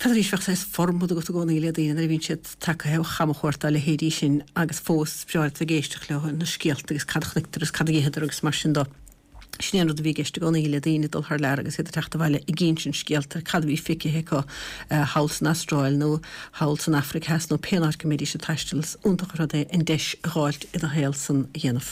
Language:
Irish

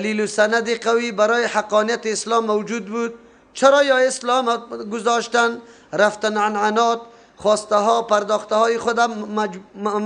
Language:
Persian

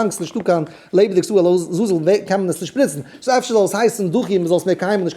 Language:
Yiddish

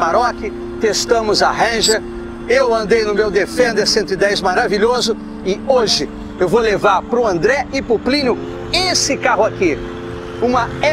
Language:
Portuguese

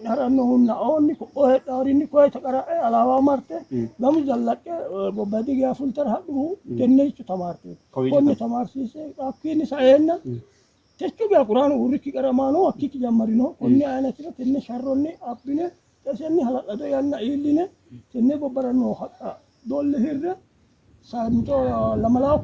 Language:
Sidamo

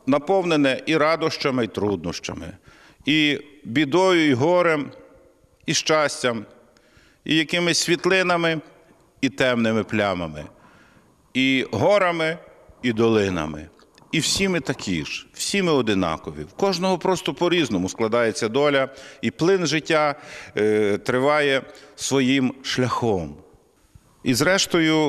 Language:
Ukrainian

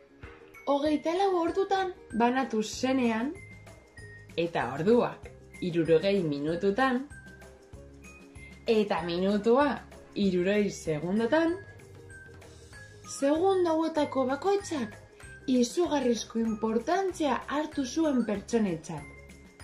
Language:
Basque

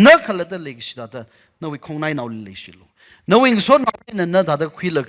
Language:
Tangkhul Naga (India)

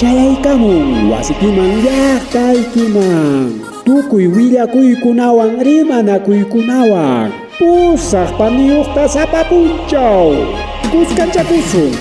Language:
Ayacucho Quechua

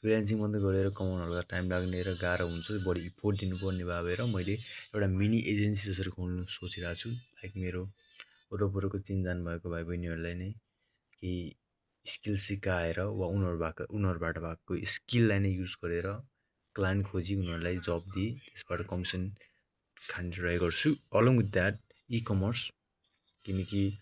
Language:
Nepali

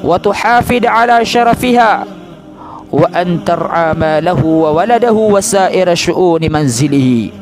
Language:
Maranao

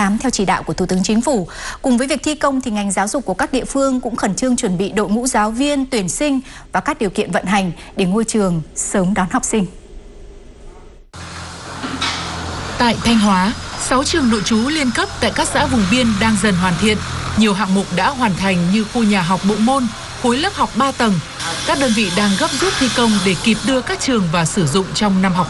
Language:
Vietnamese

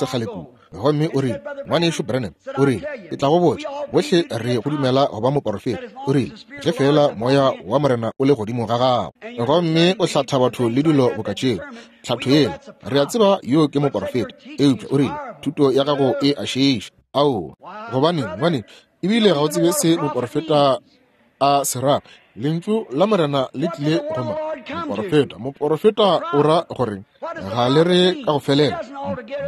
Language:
Northern Sotho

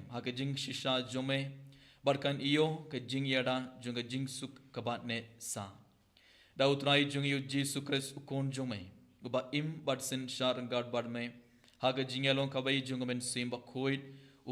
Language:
Khasi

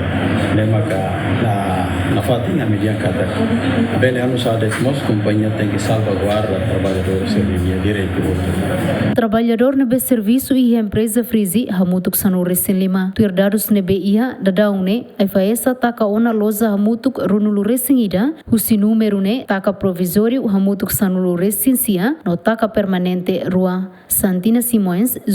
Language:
Tetum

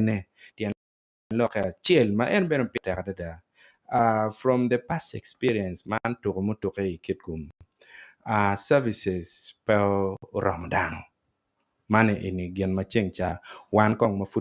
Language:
Acoli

